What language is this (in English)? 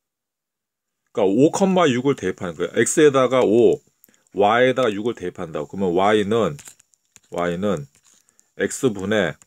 Korean